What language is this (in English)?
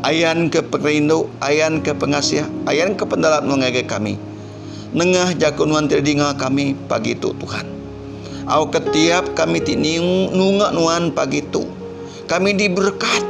Iban